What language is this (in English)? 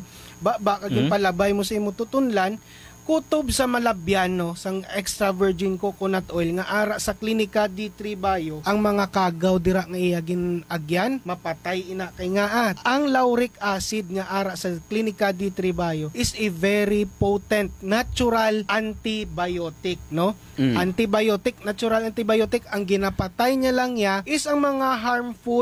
Hiligaynon